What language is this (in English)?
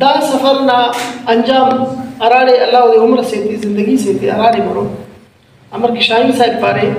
Brahui